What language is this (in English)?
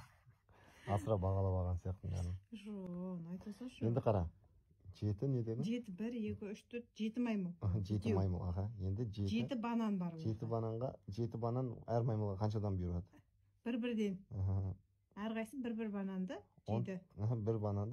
Kazakh